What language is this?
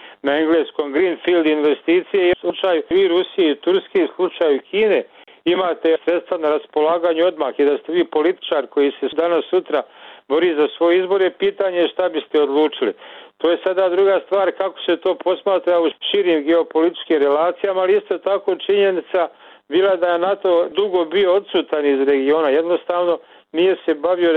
Bosnian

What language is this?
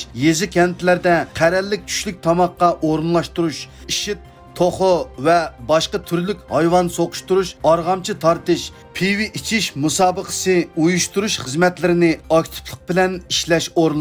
Uyghur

